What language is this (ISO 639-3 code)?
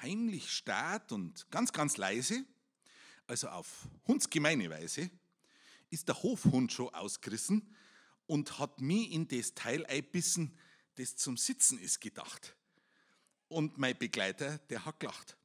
bar